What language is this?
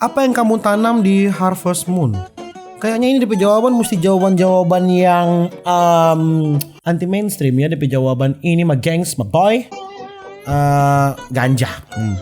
Manado Malay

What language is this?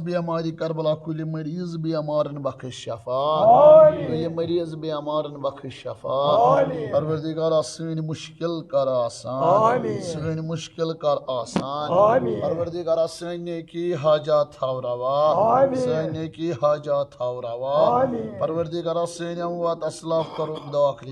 Kashmiri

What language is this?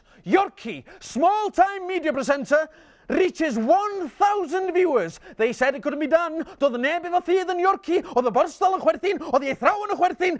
Welsh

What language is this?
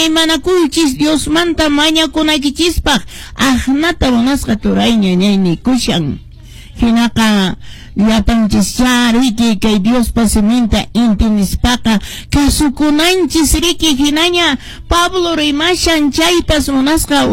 Quechua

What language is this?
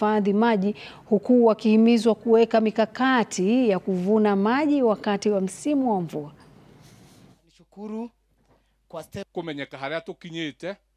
Swahili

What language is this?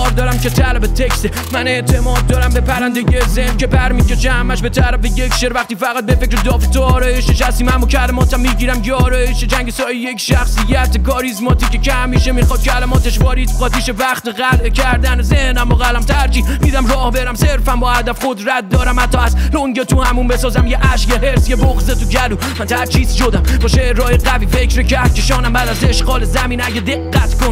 Persian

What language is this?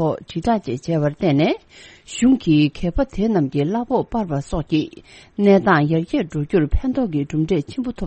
Tibetan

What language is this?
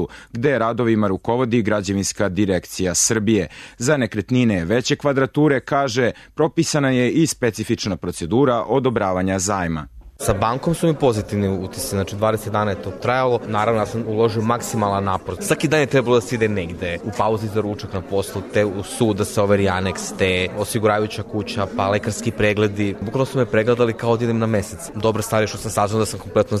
Serbian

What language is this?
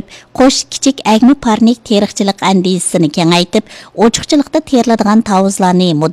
Uyghur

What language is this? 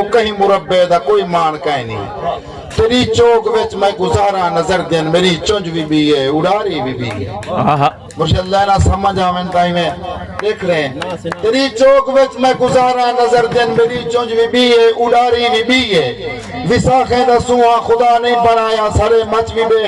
Saraiki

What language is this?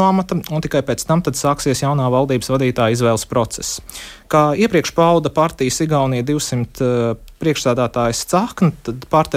Latvian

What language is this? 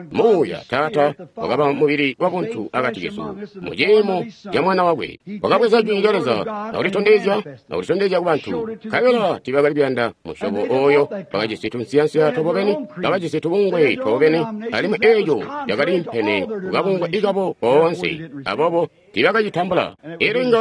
Tonga (Zambia)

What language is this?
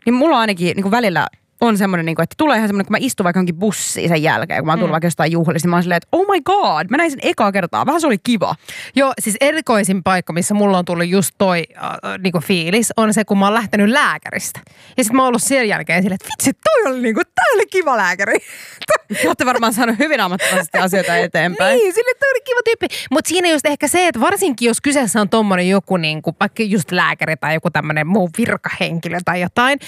Finnish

